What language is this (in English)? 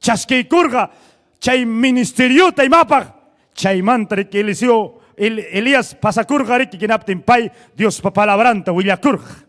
Ayacucho Quechua